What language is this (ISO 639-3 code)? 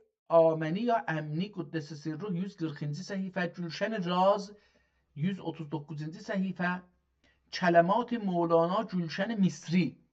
azb